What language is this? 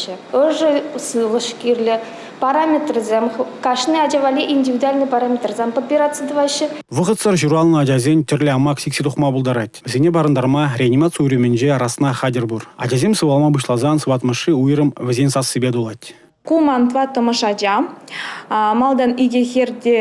Chuvash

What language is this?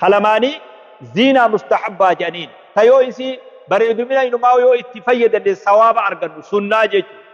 Oromo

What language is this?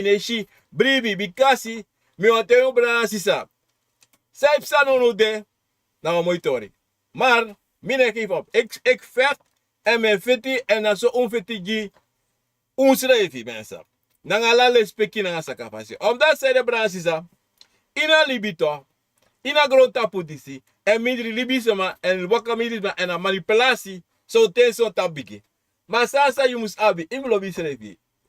Sranan Tongo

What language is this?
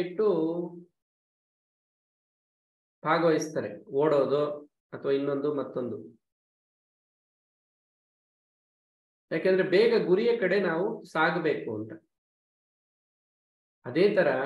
Kannada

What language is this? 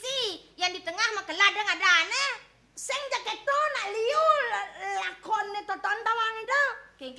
Balinese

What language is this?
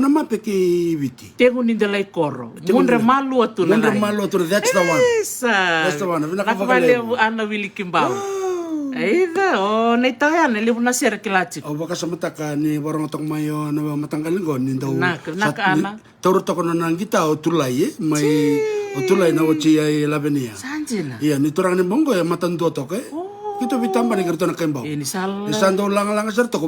Fijian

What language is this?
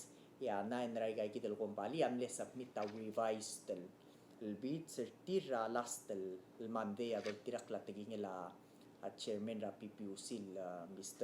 Palauan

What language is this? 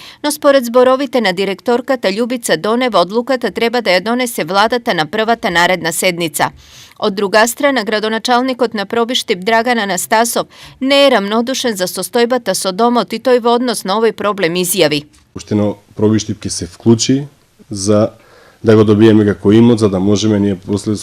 Macedonian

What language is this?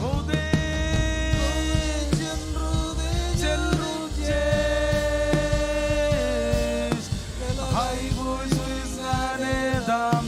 Marshallese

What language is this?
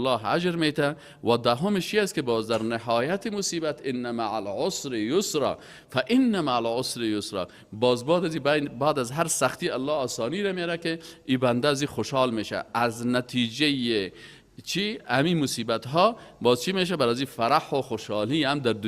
Persian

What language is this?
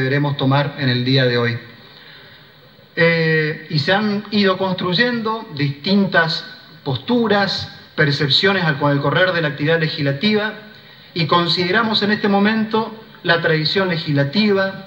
Spanish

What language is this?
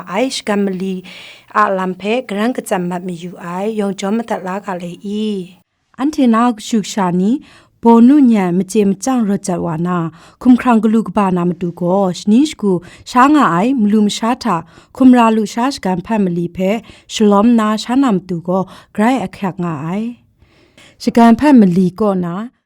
Kachin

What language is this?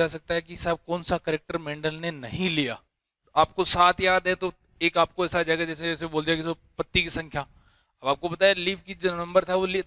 Hindi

